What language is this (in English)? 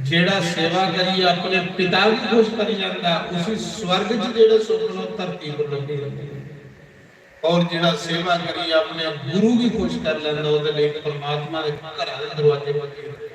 Dogri